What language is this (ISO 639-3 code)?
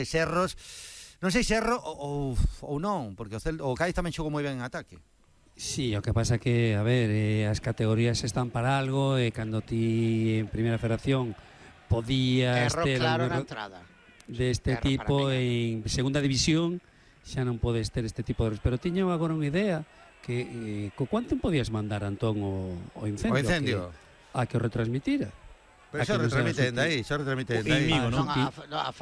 glg